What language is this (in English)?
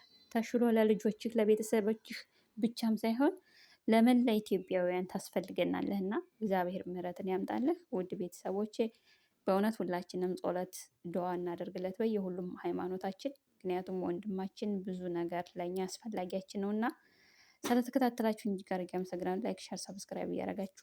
Amharic